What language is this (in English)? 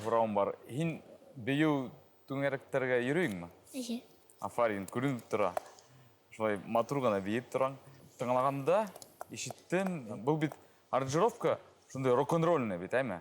Bashkir